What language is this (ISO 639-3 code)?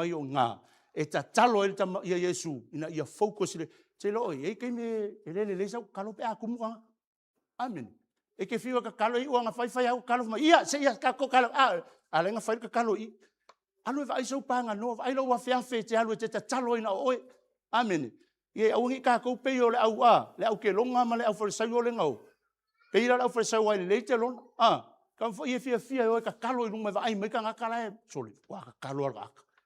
smo